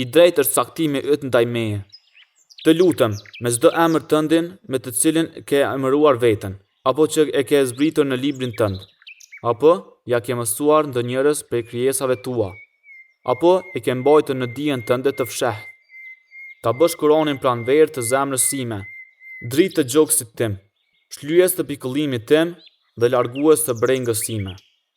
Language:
Albanian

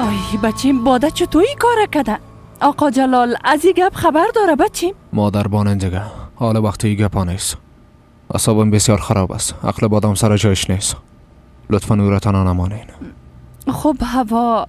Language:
Persian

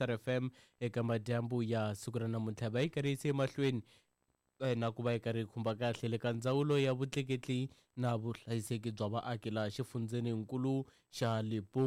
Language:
Tsonga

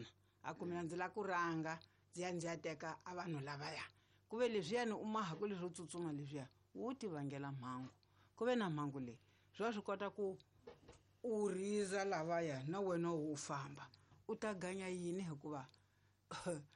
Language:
Tsonga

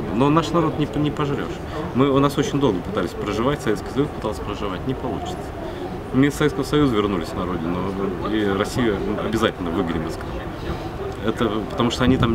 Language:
Russian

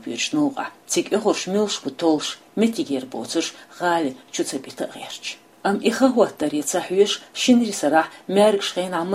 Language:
Chechen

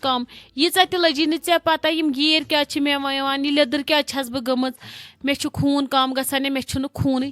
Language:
Kashmiri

